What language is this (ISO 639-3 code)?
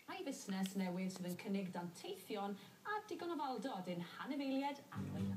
cym